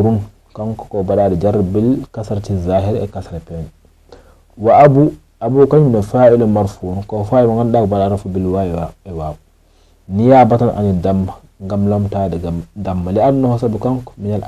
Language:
Fula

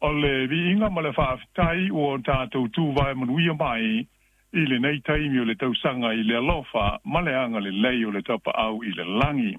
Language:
Samoan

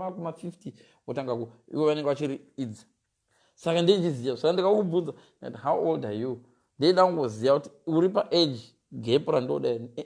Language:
Shona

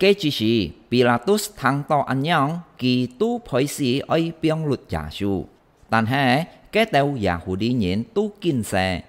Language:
Hakka Chinese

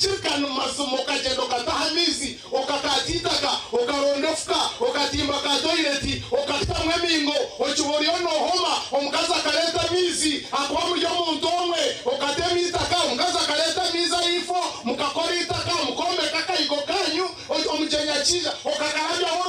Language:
Nyankole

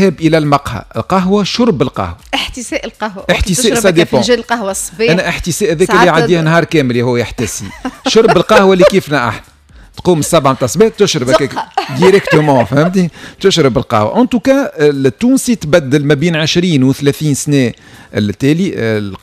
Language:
Tunisian Arabic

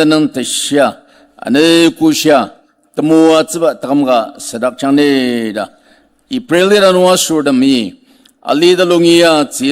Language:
Ao Naga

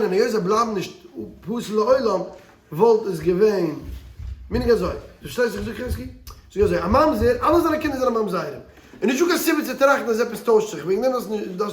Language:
Yiddish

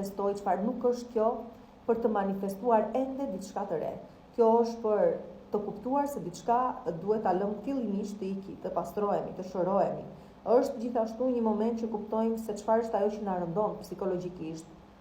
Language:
Albanian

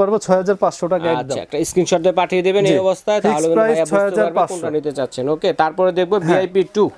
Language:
Bangla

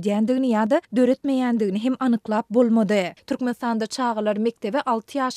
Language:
Turkmen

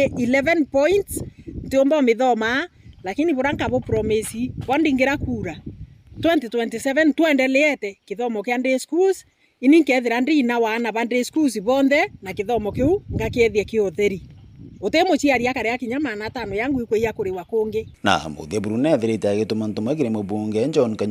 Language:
Meru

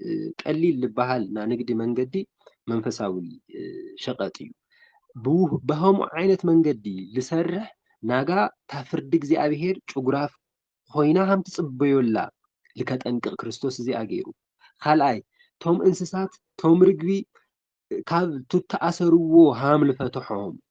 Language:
Tigrinya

